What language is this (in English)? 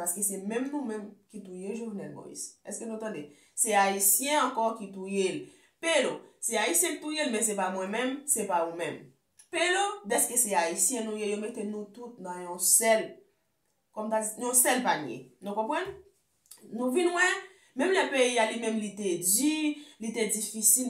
Haitian Creole